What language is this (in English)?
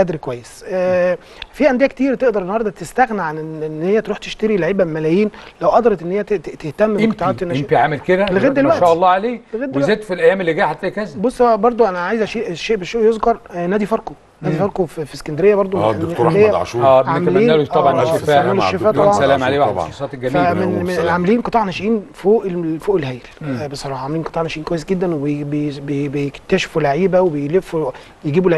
Egyptian Arabic